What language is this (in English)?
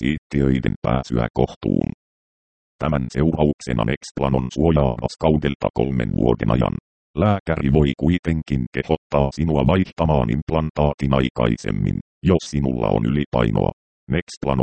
Finnish